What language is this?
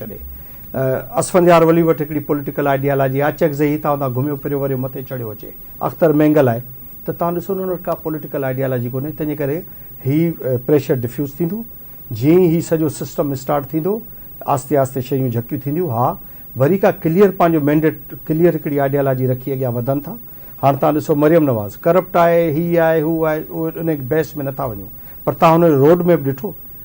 Sindhi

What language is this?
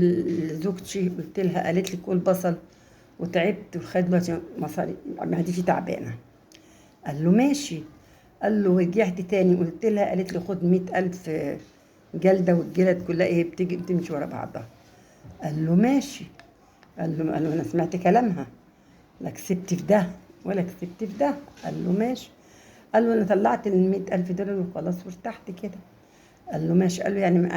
Egyptian Arabic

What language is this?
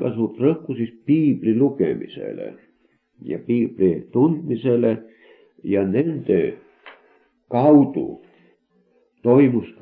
Estonian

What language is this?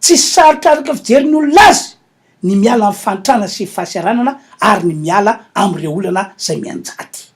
Malagasy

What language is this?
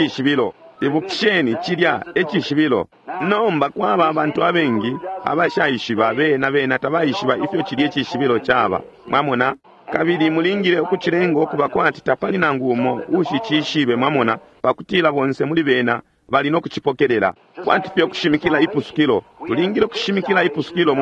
Bemba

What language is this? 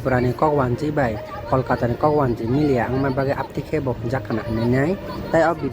Kok Borok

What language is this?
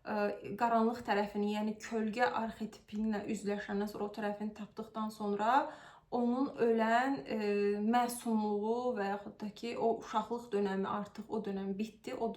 Azerbaijani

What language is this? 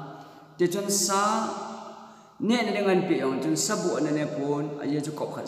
Thado Chin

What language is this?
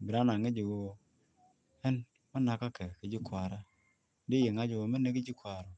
Nuer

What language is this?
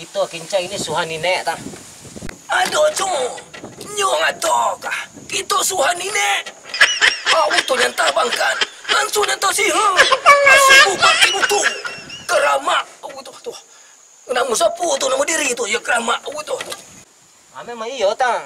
Minangkabau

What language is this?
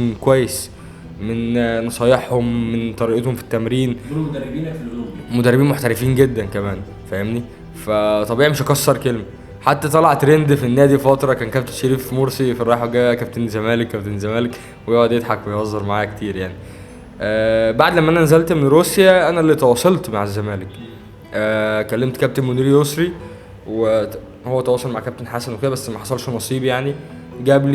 Egyptian Arabic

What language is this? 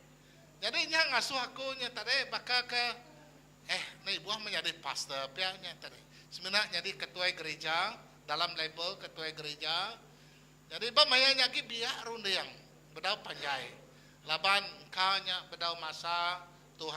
Iban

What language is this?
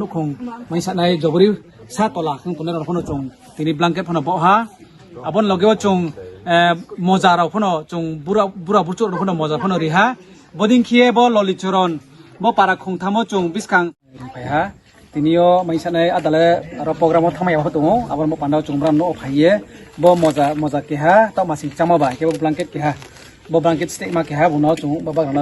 Riang (India)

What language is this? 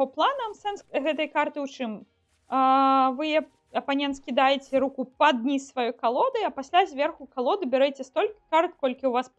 Belarusian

